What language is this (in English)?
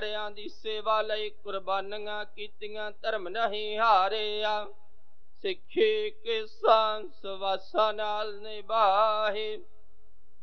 Punjabi